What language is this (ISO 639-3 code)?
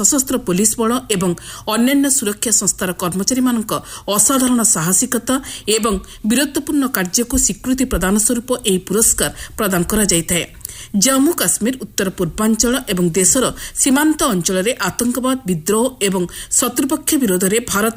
ori